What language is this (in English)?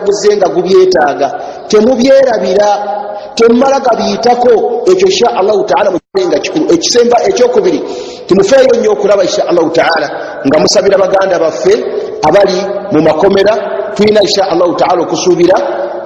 Ganda